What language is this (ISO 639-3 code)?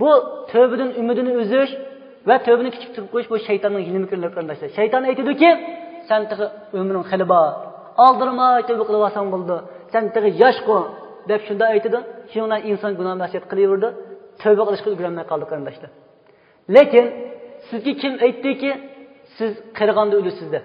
uig